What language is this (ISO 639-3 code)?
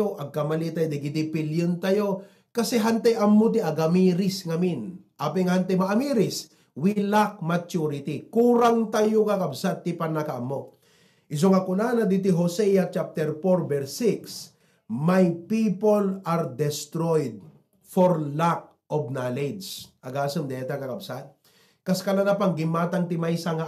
ilo